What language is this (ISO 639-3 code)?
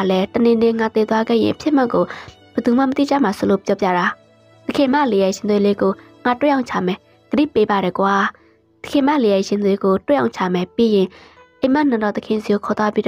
mya